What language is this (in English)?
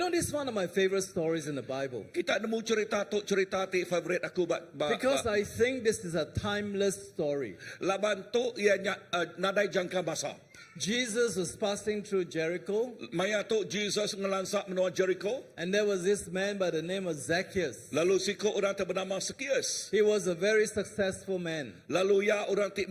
Iban